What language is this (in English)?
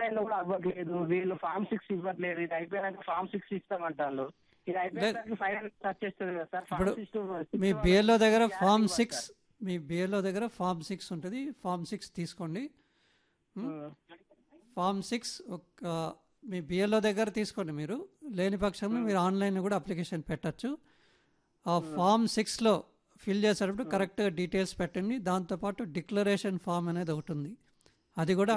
Telugu